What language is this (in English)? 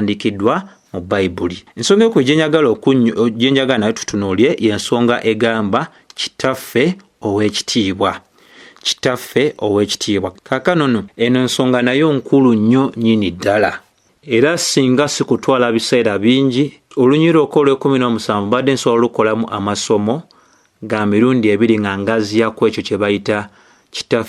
Ganda